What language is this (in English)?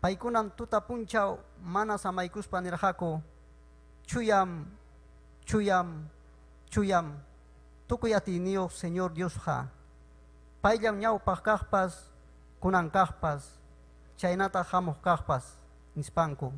Ayacucho Quechua